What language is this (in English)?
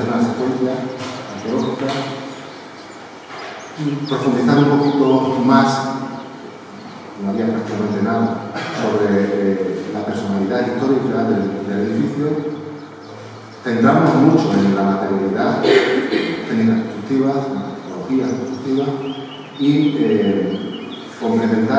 Spanish